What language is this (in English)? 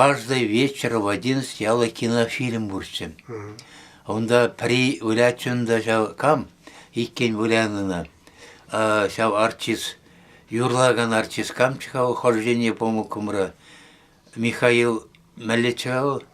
Chuvash